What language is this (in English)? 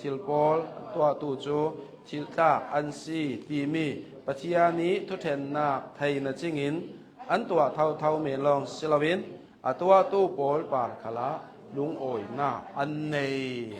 Hakha Chin